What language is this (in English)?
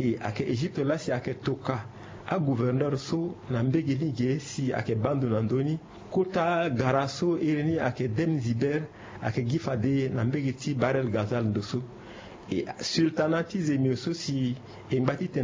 Sango